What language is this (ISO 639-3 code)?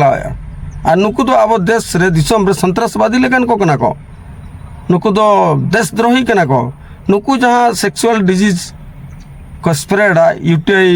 sat